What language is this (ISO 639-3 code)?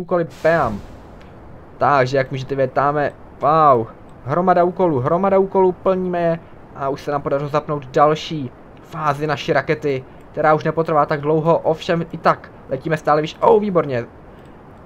ces